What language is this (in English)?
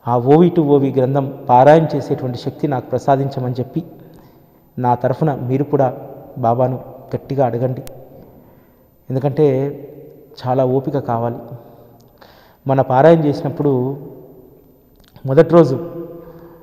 Telugu